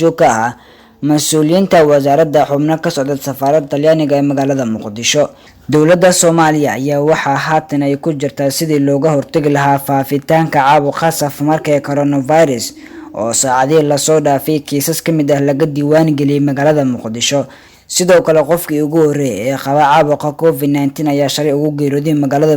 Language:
Somali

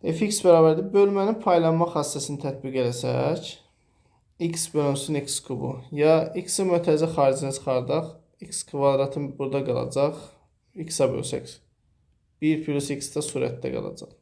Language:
Azerbaijani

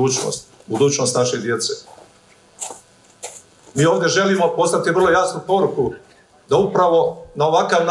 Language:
Croatian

